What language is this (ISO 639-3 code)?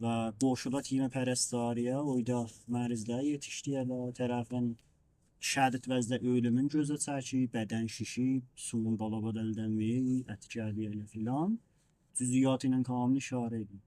azb